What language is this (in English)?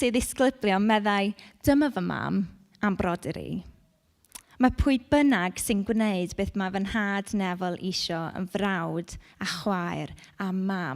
Welsh